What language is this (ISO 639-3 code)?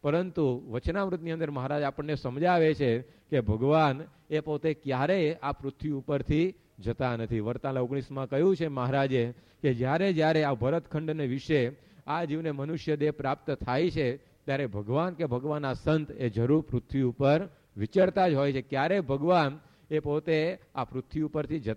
guj